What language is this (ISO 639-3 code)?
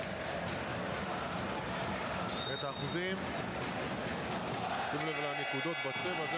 heb